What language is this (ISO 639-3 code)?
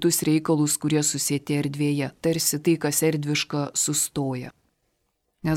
lit